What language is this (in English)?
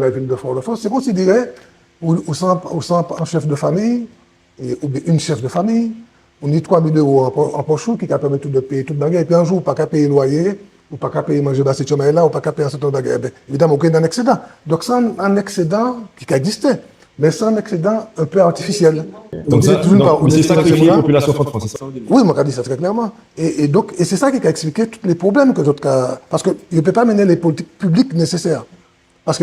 Guadeloupean Creole French